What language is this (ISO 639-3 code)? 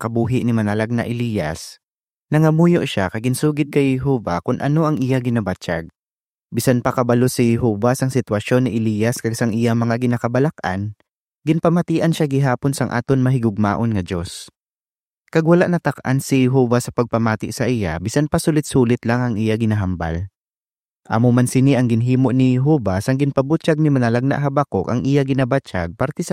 hil